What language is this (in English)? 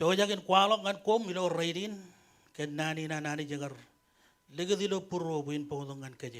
Marshallese